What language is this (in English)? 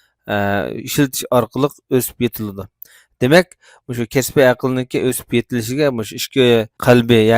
Uyghur